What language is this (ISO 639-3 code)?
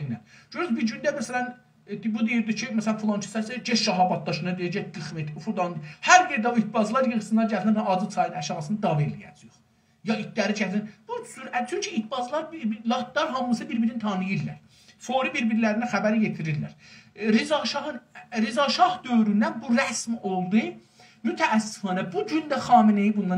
azb